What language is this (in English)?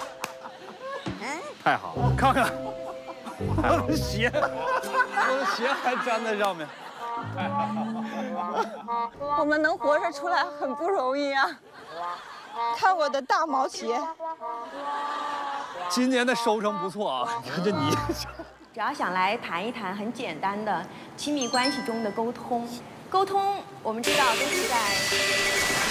Chinese